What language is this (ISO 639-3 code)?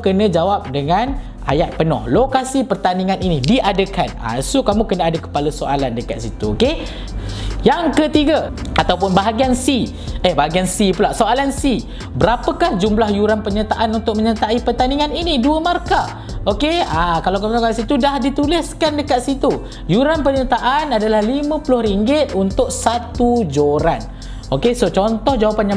msa